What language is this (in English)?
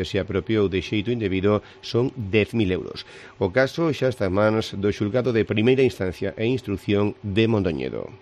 Galician